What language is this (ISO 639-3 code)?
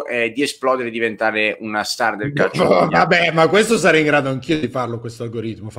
ita